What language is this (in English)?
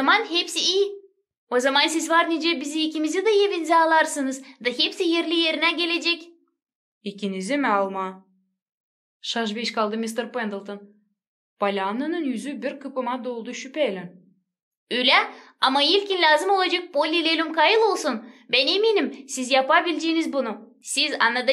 Gagauz